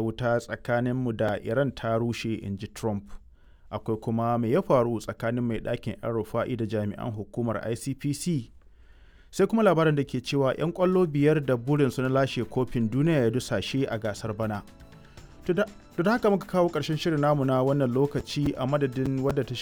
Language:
Hausa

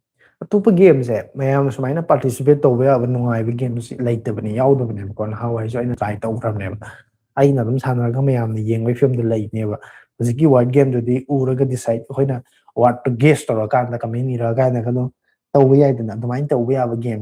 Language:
Manipuri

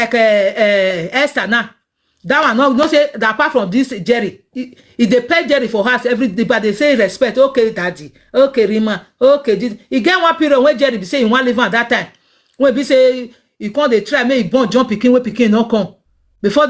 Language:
Nigerian Pidgin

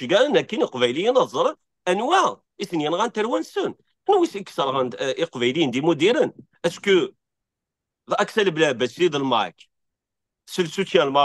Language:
Kabyle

